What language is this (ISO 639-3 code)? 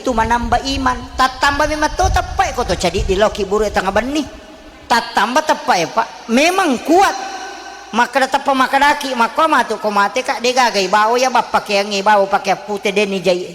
bug